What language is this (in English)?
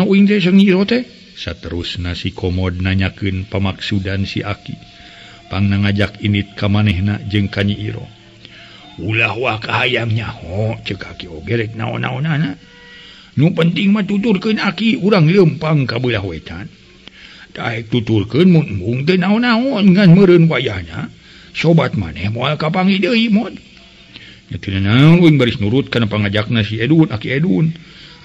Sundanese